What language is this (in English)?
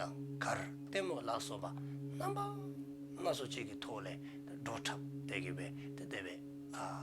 Dzongkha